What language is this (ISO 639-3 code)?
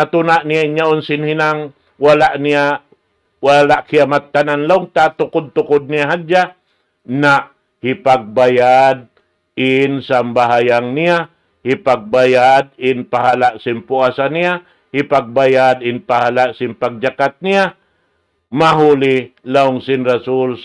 tsg